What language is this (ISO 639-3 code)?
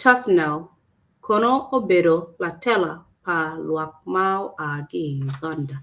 ach